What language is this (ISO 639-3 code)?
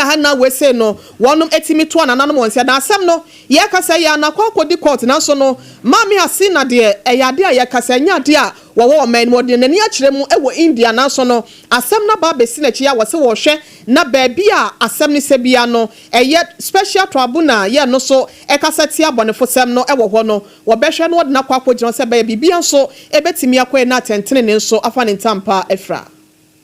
aka